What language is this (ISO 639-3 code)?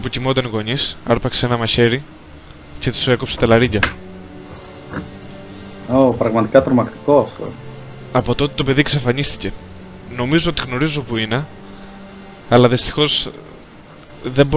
ell